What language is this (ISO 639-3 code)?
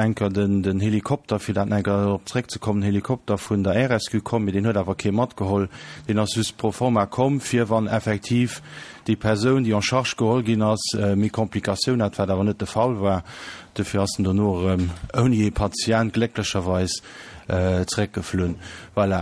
ltz